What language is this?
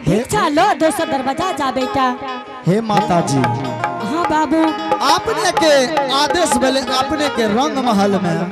Angika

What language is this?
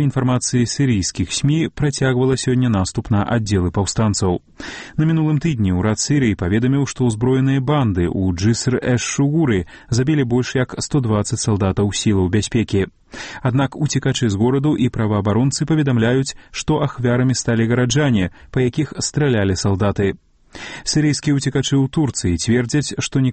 Belarusian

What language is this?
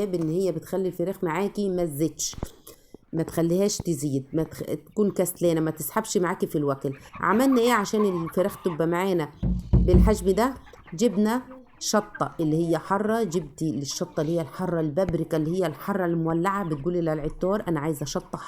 Egyptian Arabic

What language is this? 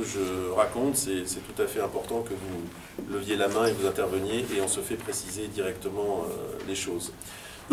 French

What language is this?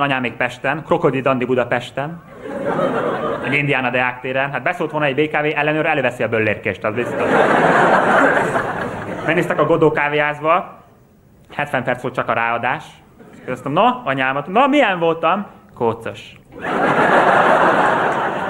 Hungarian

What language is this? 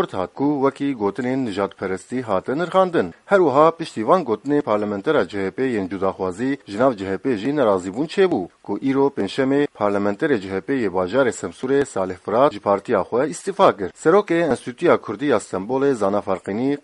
Kurdish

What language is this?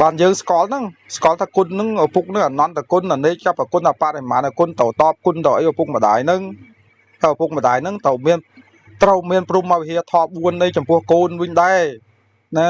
Khmer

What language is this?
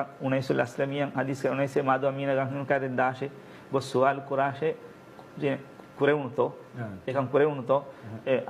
Divehi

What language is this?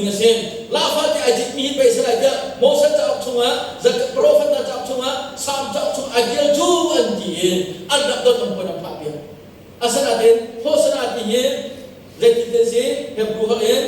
Hakha Chin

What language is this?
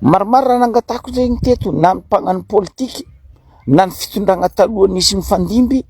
Malagasy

